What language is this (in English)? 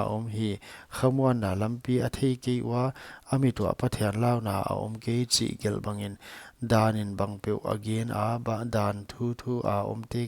Paite Chin